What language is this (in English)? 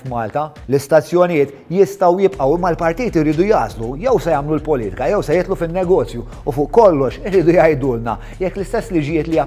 Maltese